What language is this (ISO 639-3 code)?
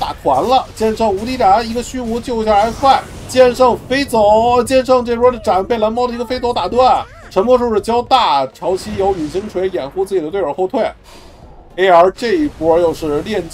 zho